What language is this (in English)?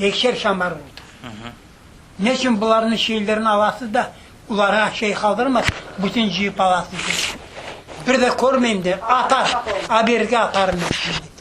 Crimean Tatar